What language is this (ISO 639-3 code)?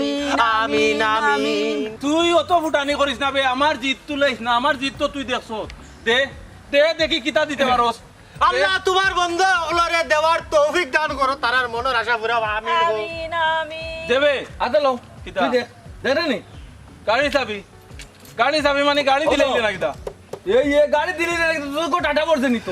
syl